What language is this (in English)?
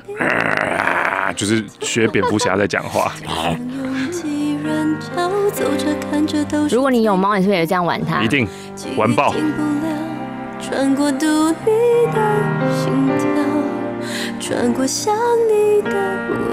Chinese